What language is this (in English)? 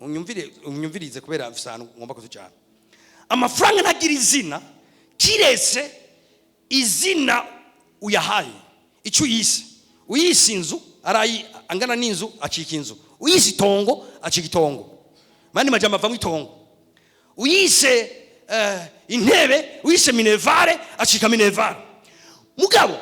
Rundi